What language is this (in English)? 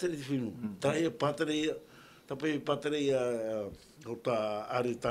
Tahitian